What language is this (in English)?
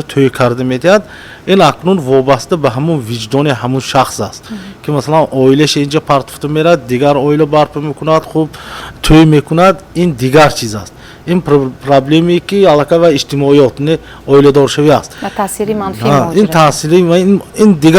Tajik